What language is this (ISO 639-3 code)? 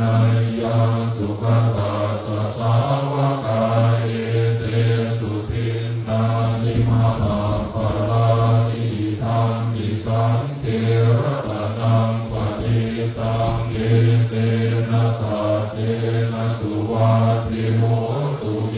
pli